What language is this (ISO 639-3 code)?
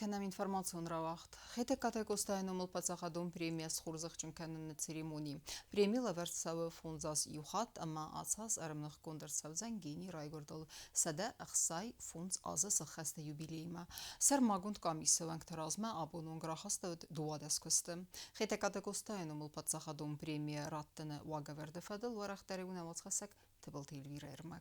oss